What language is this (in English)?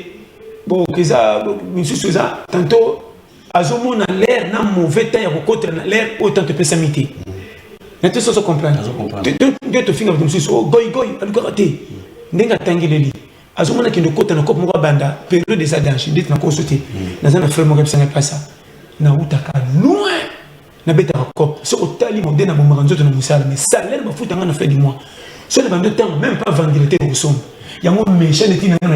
Lingala